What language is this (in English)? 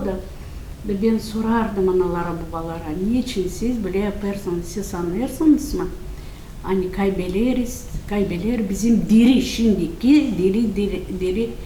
Gagauz